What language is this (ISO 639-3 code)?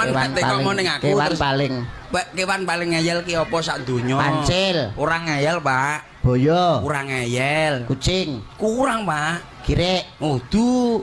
jav